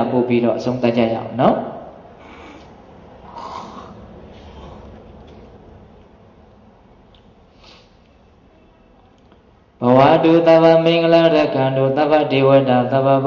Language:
Burmese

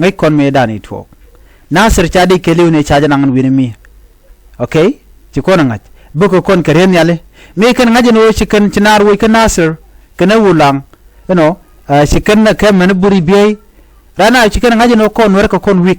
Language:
Nuer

